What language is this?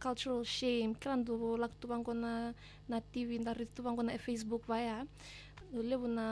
Fijian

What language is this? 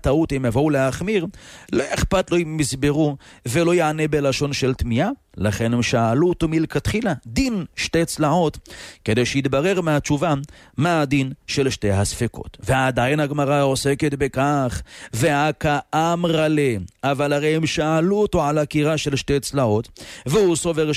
Hebrew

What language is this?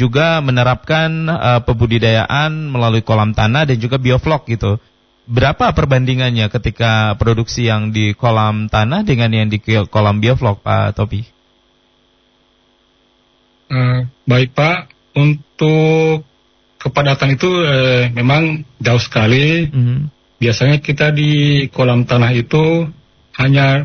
Indonesian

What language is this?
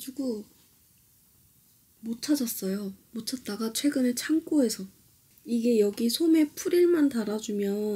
Korean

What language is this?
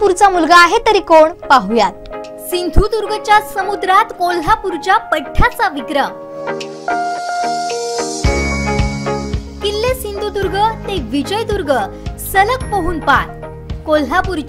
Marathi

